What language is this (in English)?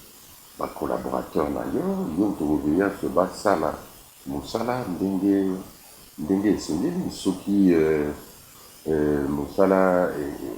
Lingala